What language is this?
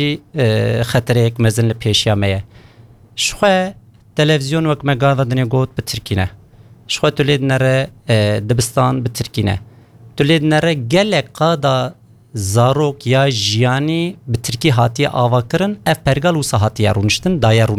Kurdish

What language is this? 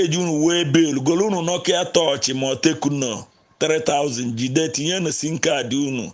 Igbo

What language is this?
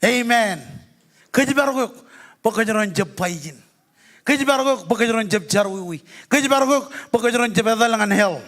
Marshallese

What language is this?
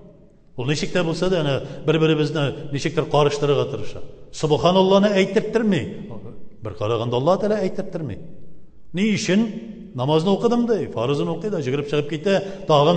Tatar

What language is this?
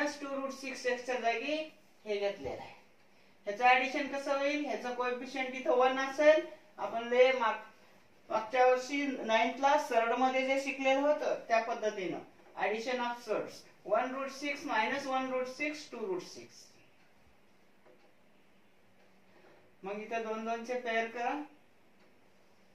Marathi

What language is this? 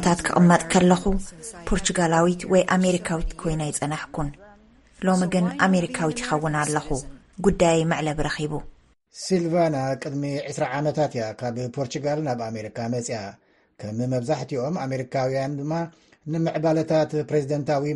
Tigrinya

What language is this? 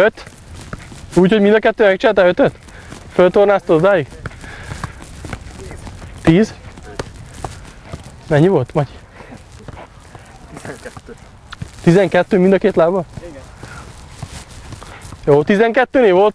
Hungarian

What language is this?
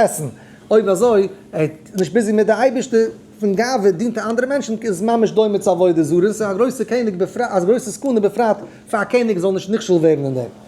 Yiddish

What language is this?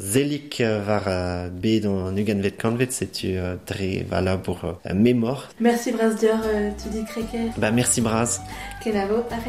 Breton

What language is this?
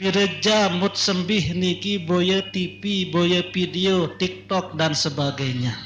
Sasak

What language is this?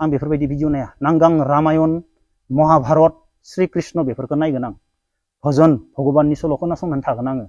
Bodo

